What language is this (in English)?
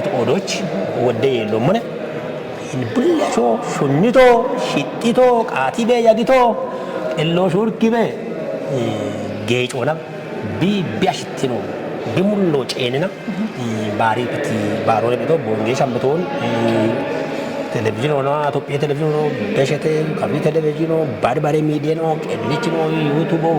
Kafa